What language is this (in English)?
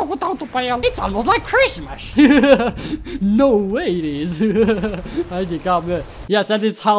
Romanian